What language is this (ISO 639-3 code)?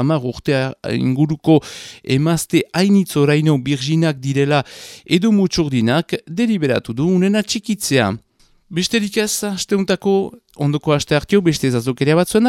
eus